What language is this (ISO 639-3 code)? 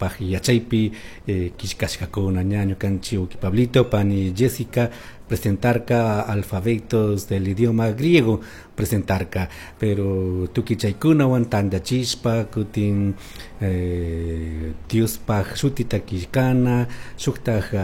qug